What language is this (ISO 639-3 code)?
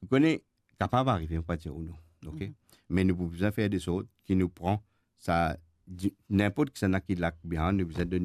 mfe